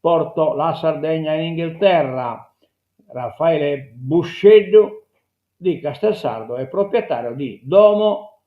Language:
Sardinian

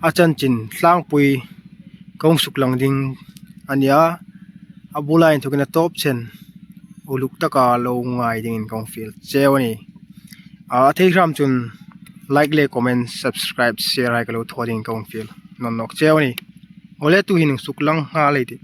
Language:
Hmar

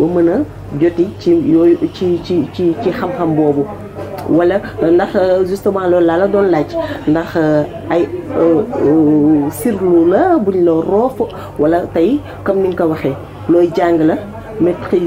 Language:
Wolof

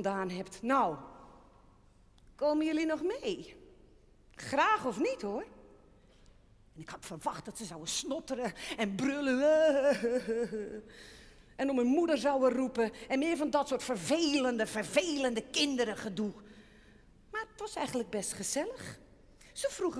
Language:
Dutch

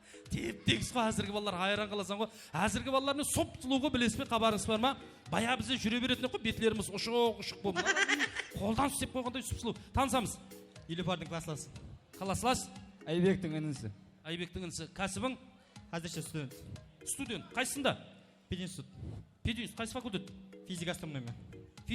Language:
Kara-Kalpak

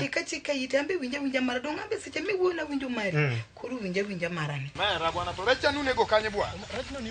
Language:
Luo (Kenya and Tanzania)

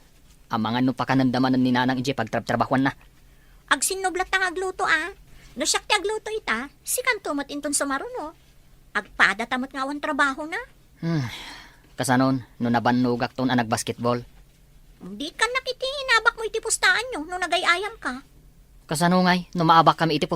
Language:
Iloko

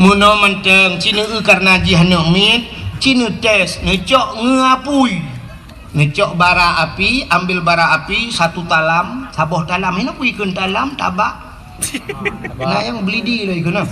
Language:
Achinese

